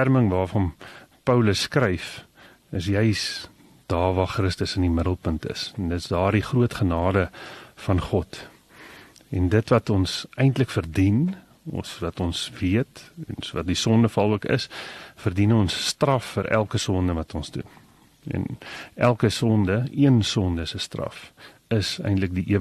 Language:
Afrikaans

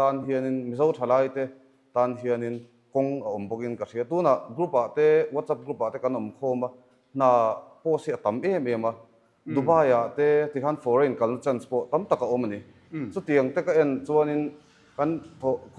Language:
Mizo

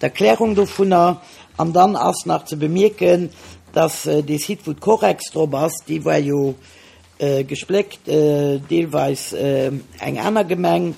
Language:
Luxembourgish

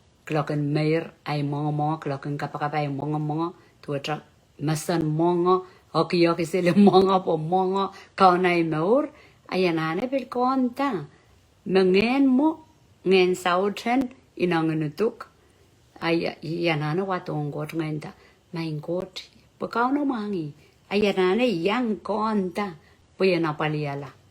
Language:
Pohnpeian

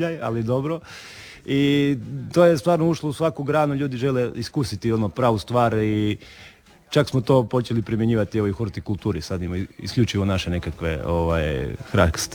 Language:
Croatian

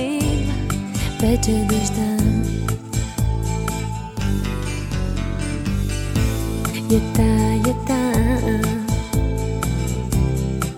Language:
Bulgarian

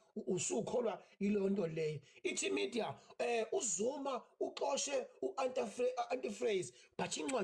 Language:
Zulu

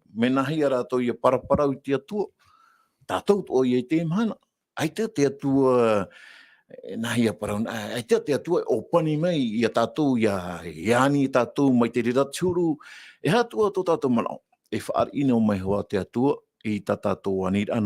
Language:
Tahitian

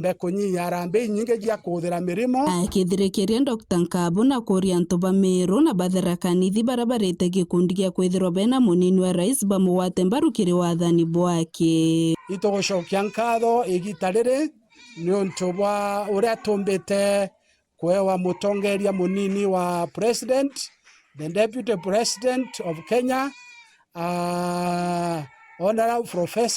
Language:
Meru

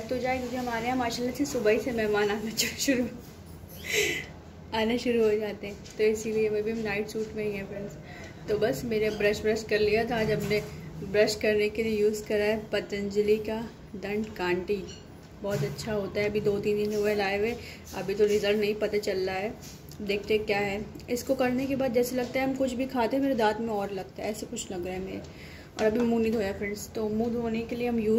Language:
Hindi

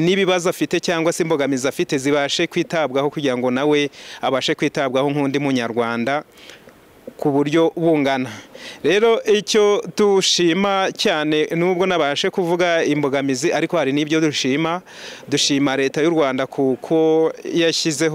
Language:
Kinyarwanda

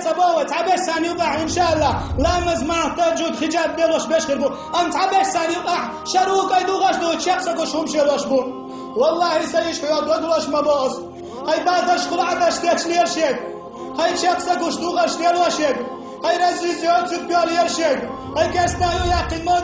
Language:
Chechen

